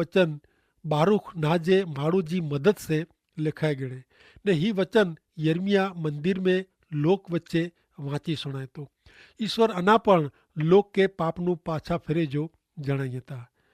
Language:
Kachhi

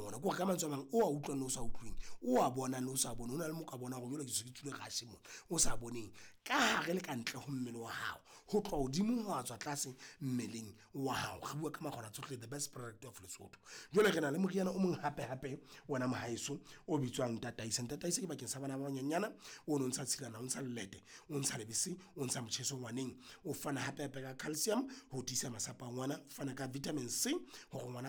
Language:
Southern Sotho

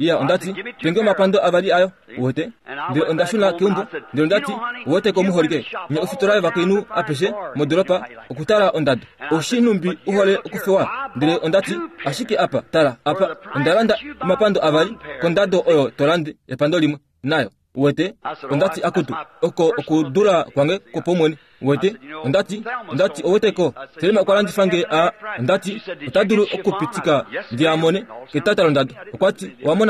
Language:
Kuanyama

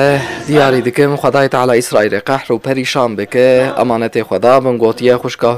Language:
Kurdish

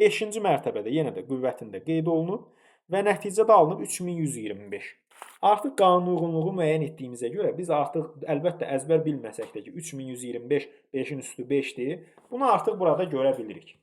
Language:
Azerbaijani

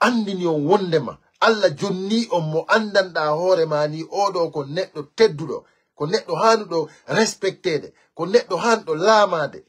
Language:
Fula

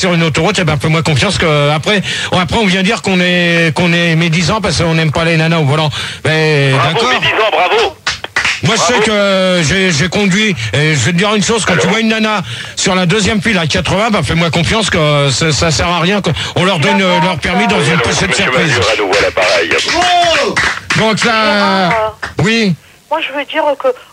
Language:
French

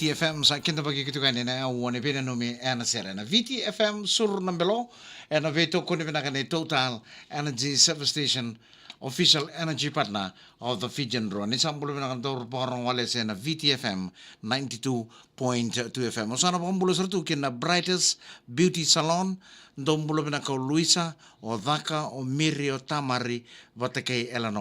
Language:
Fijian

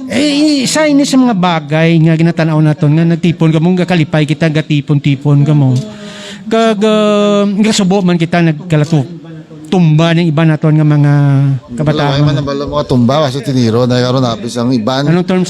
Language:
Hiligaynon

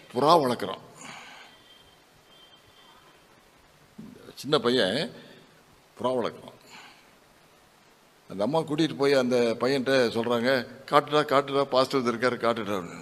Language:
Tamil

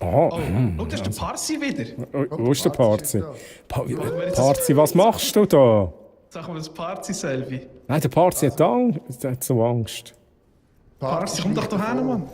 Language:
Swiss German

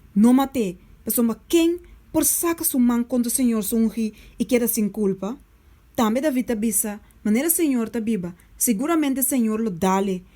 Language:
Papiamento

